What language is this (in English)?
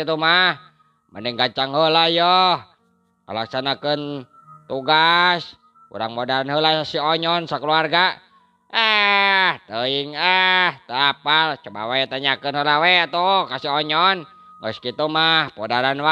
Sundanese